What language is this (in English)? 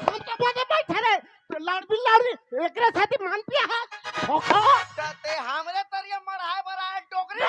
Chhattisgarhi